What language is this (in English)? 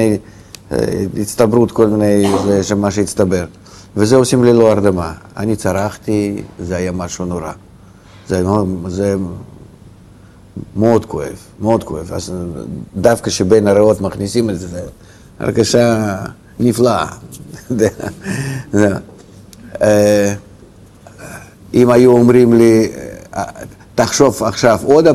Hebrew